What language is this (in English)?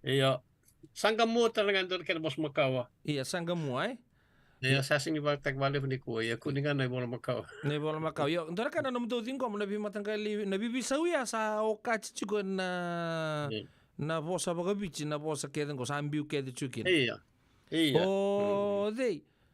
Fijian